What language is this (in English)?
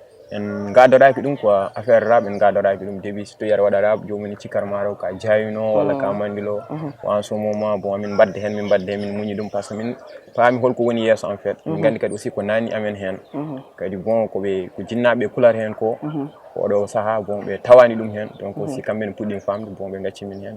Fula